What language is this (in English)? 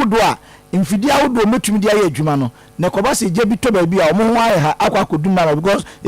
Akan